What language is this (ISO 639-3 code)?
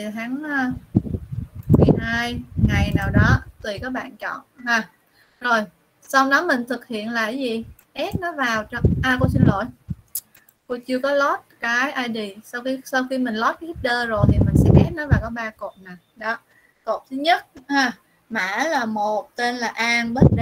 vie